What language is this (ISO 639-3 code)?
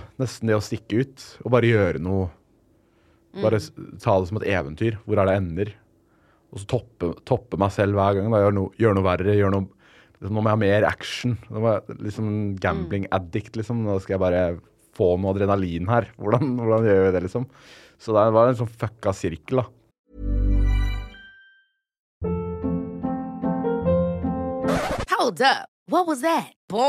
nor